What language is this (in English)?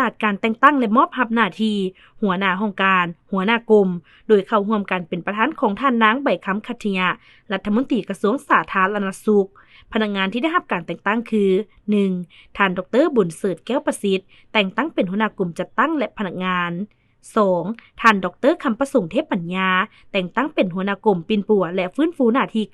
Lao